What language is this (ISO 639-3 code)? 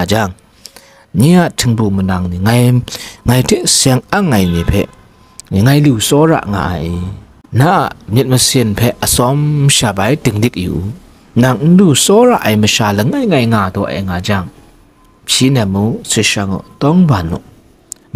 kac